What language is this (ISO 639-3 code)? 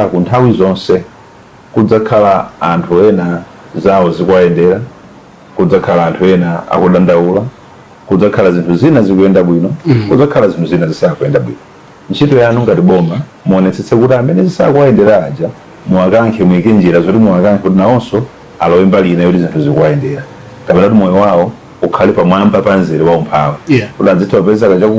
nya